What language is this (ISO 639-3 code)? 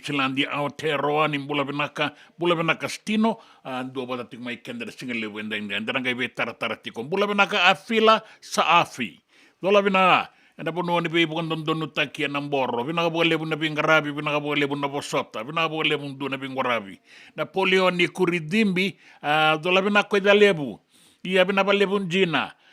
fij